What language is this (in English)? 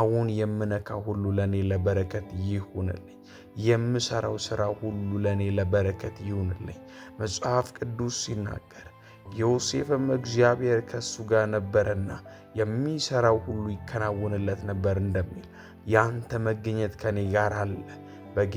Amharic